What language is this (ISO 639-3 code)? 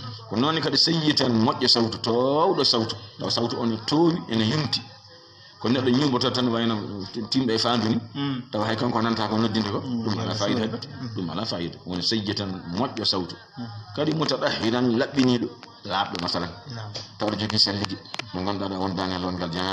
ful